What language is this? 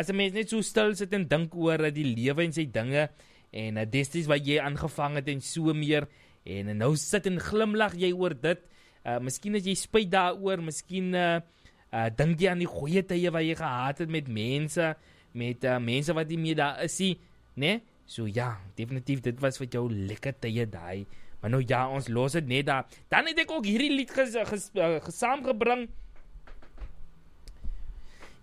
Afrikaans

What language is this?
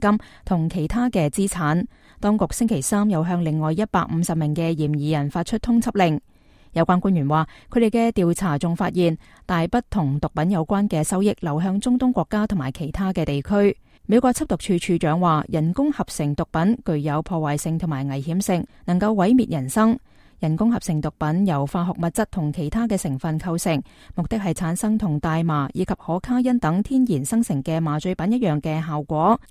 Cantonese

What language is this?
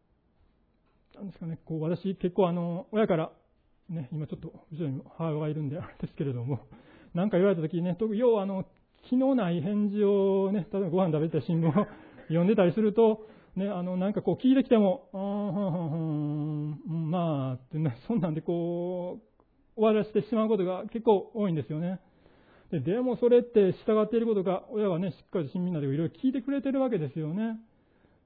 Japanese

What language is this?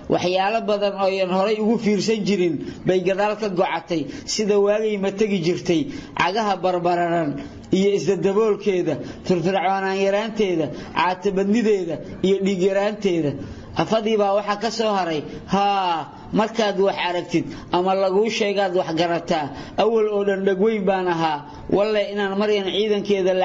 Somali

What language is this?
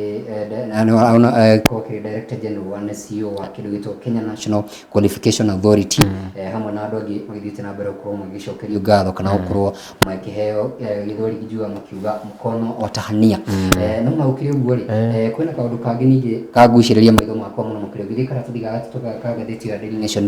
Kikuyu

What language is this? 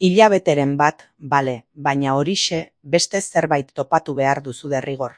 Basque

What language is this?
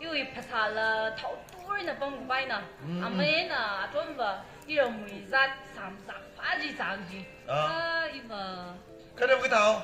Tangkhul Naga (India)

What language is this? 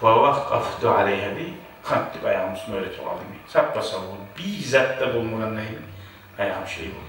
Kumyk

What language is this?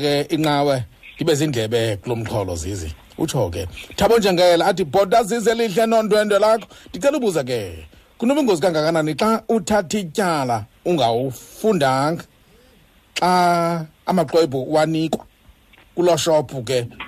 Xhosa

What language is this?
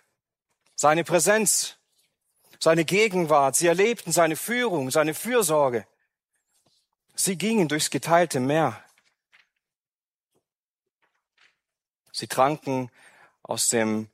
German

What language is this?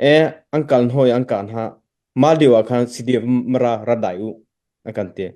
Hakha Chin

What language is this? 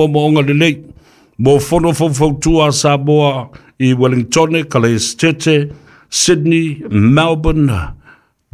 Samoan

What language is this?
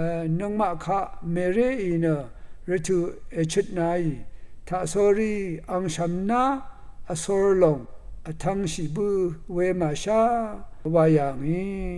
Rawang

